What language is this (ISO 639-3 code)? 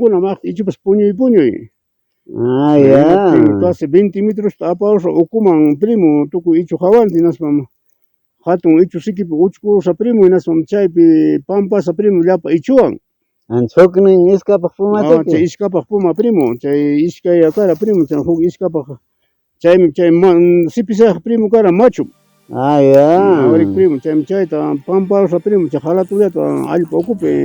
quy